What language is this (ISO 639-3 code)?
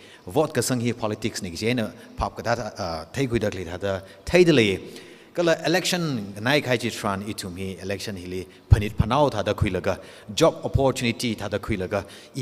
nmf